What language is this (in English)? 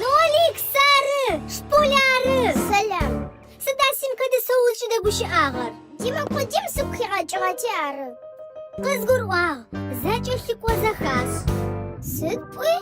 Adyghe